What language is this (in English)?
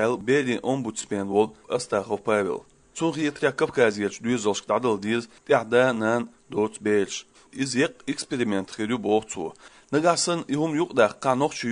Chechen